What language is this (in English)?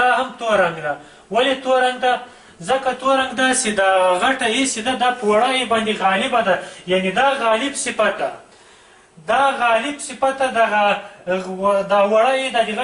Pashto